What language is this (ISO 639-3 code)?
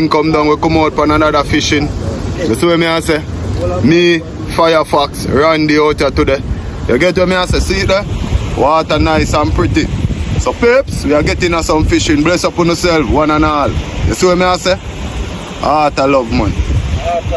jam